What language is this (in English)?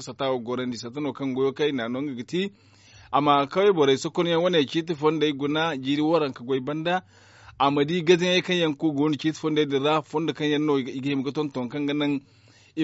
Zarma